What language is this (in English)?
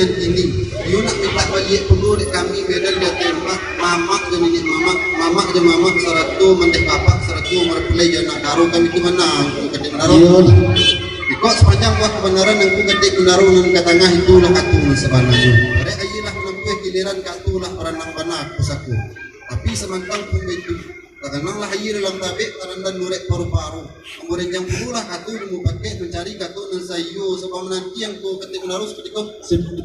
Minangkabau